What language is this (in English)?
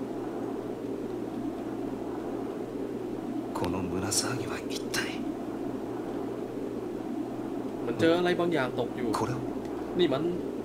Thai